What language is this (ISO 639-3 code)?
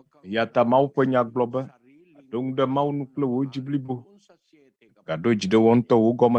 ewe